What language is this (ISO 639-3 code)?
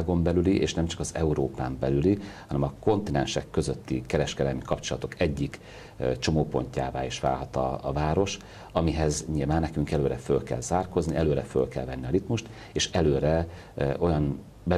hun